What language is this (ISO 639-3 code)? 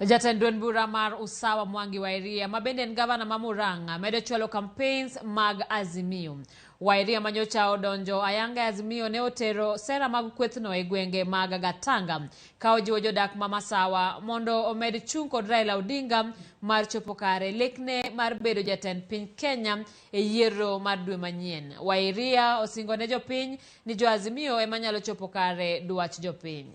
luo